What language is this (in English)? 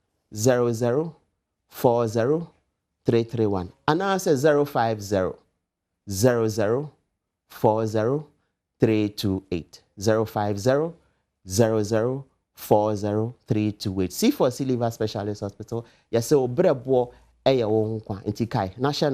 Akan